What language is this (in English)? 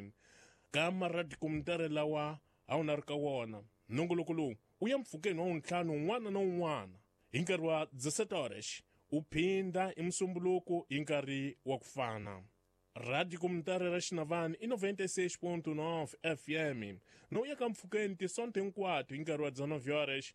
Tsonga